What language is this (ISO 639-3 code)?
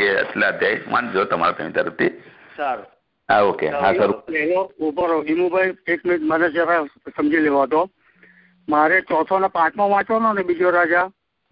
guj